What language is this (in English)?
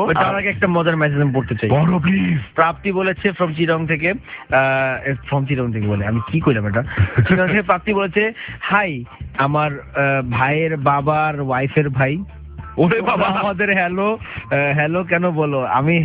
Bangla